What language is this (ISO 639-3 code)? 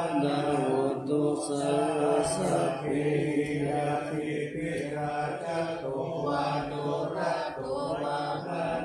pli